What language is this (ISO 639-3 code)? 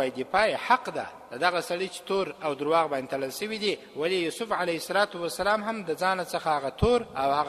pus